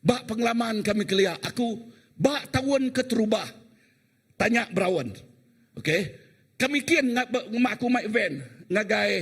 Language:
Iban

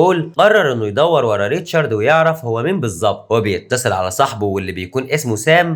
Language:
Egyptian Arabic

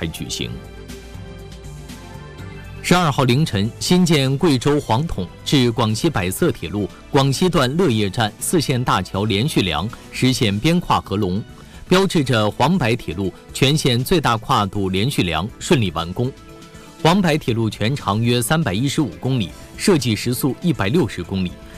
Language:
Chinese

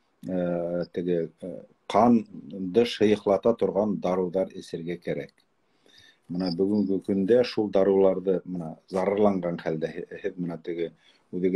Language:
Bashkir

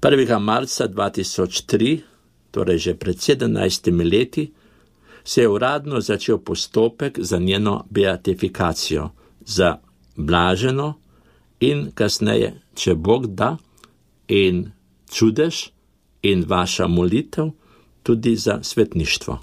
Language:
Slovenian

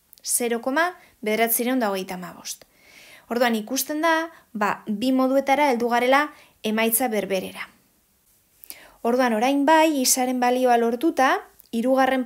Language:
Basque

